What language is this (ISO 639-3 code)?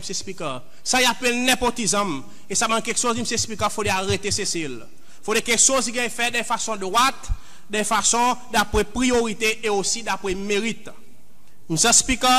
crs